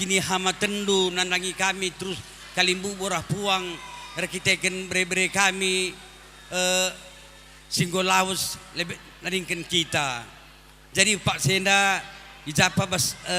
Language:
Batak Karo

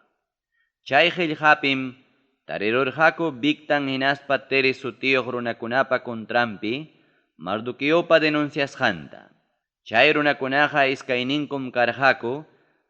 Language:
Ayacucho Quechua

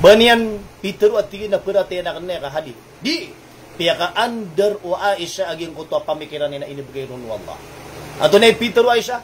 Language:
Maranao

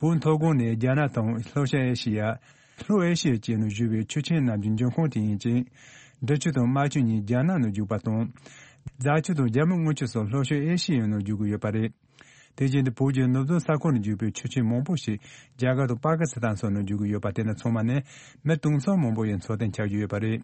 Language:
Tibetan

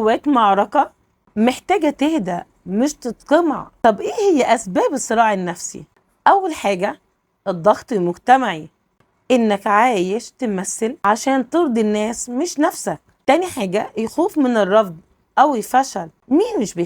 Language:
Egyptian Arabic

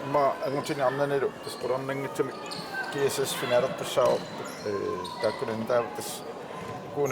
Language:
Kalaallisut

